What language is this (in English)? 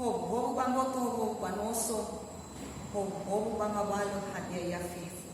Nias